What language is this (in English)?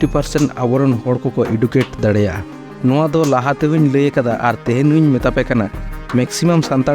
Santali